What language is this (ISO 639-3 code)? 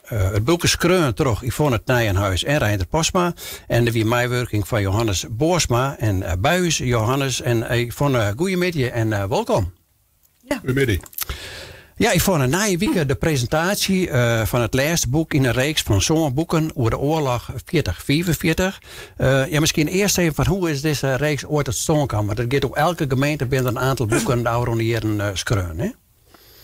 fry